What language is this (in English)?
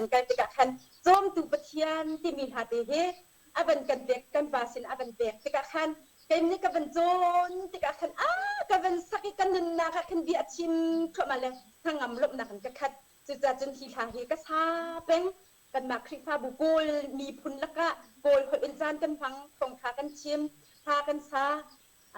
Hakha Chin